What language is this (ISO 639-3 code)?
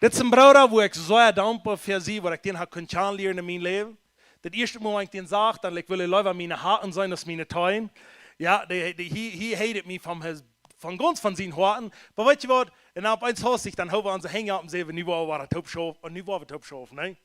pdt